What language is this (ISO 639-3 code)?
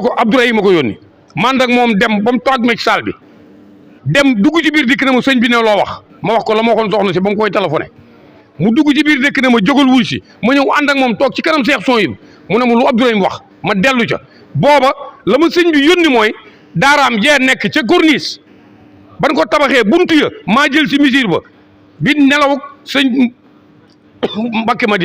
wol